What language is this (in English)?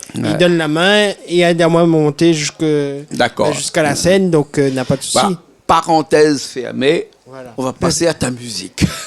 Réunion Creole French